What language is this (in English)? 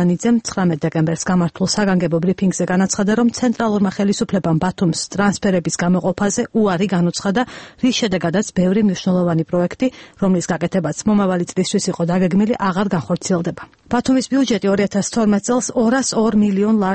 Georgian